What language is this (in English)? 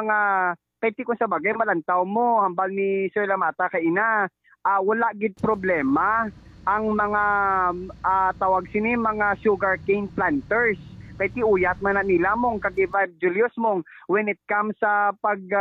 Hiligaynon